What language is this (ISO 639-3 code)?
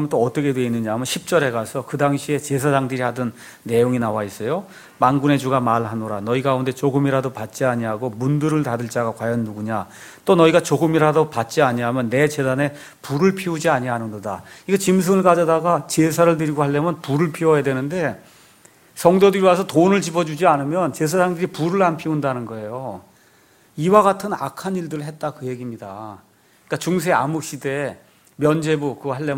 kor